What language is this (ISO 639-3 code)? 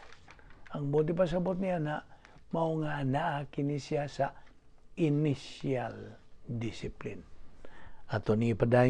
ceb